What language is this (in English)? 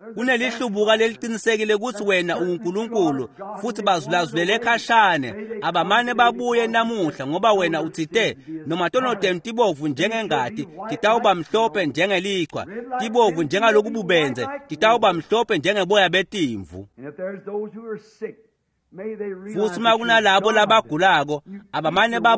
Swati